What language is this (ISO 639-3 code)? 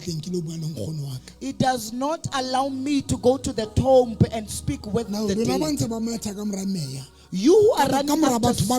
sot